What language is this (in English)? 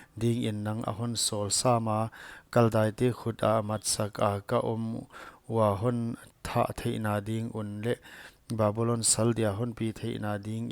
Paite Chin